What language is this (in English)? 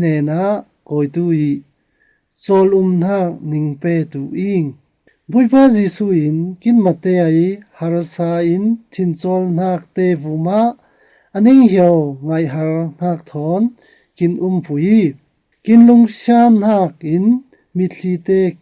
Falam Chin